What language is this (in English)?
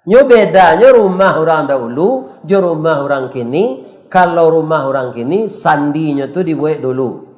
Minangkabau